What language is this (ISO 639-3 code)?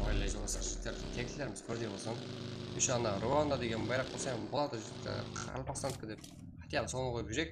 kaa